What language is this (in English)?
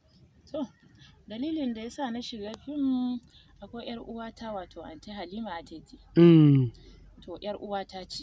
Hausa